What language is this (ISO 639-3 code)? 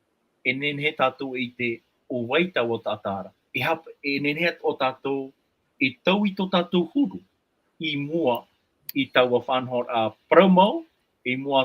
tah